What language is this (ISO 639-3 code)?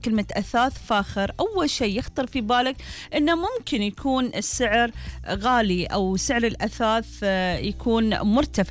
afb